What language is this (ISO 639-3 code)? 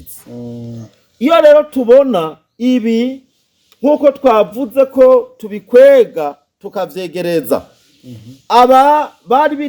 run